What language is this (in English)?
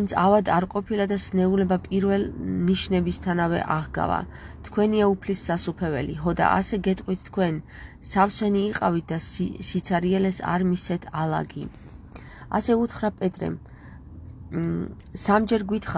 Georgian